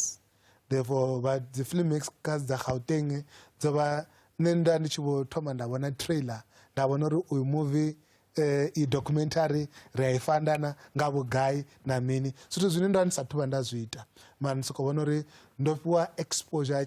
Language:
Venda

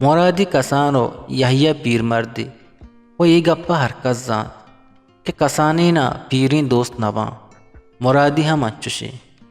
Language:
Eastern Balochi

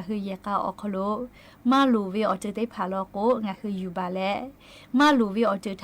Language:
Lahu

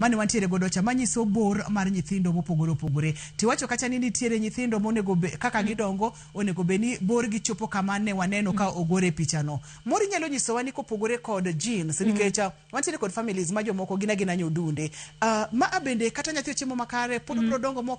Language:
Luo (Kenya and Tanzania)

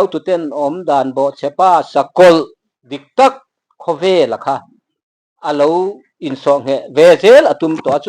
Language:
Mizo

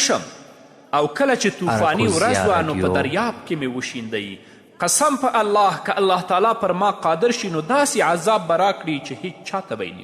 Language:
Pashto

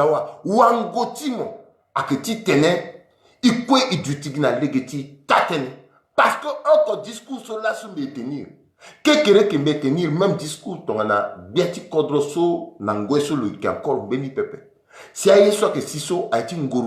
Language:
Sango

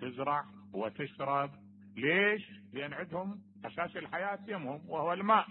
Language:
Mesopotamian Arabic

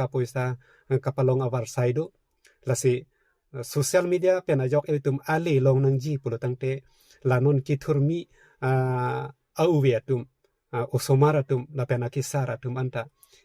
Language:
Karbi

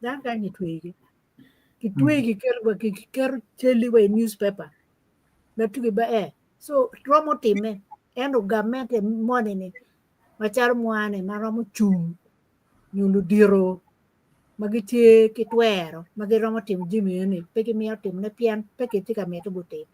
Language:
Acoli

